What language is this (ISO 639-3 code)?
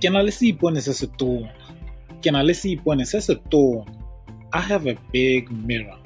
tsn